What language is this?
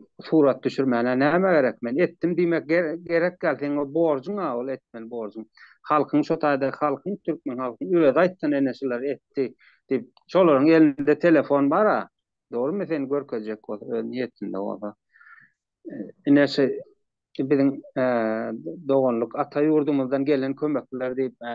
Turkmen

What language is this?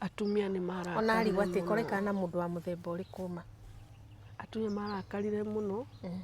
Kikuyu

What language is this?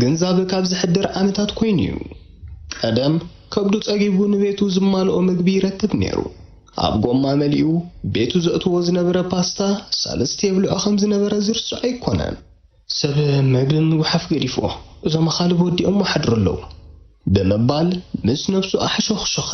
Tigrinya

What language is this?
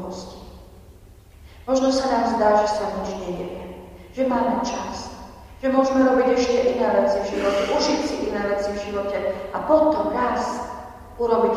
Slovak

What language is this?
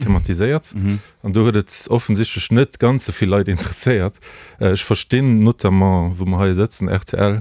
Luxembourgish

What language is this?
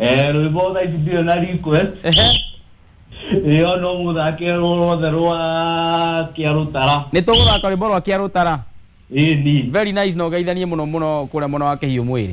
Kikuyu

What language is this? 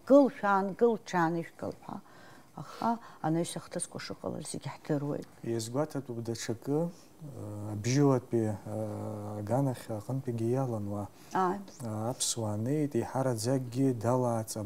Abkhazian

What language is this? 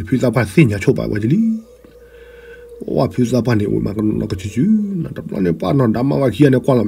S'gaw Karen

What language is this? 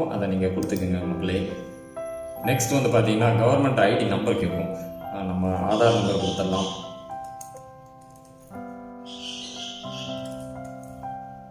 Tamil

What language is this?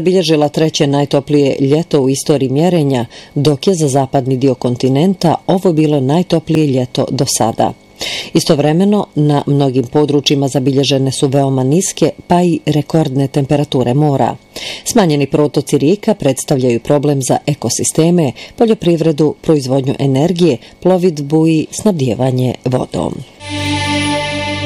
Bosnian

